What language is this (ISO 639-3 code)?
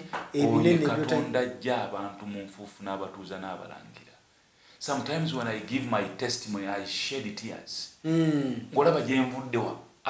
lug